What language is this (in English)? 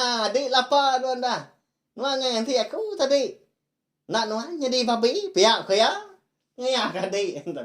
Iban